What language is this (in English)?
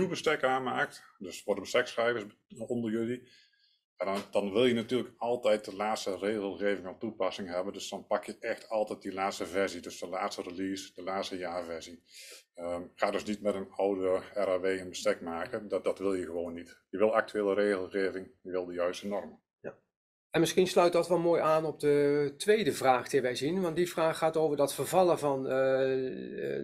Dutch